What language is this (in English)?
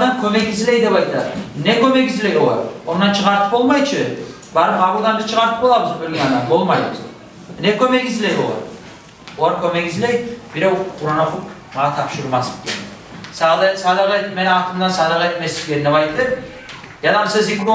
Kumyk